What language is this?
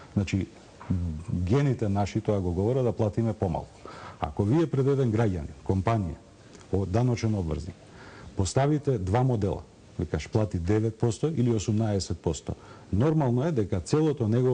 Macedonian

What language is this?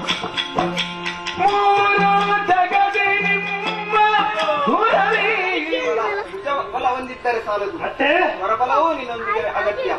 Kannada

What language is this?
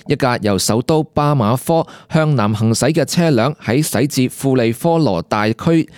Cantonese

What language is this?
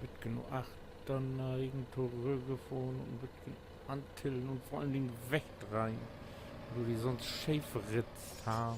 Low German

